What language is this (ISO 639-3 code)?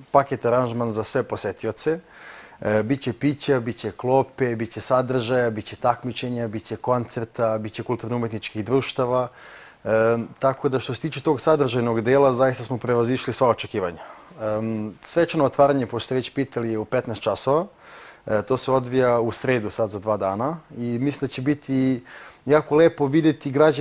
srp